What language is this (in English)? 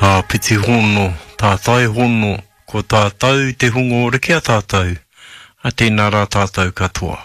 Māori